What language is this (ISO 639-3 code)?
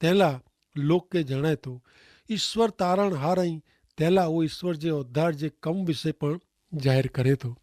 kfr